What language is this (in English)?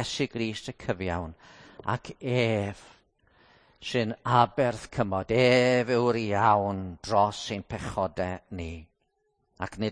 Welsh